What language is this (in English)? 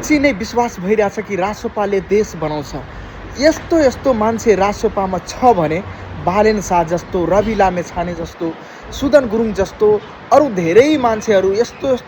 Nepali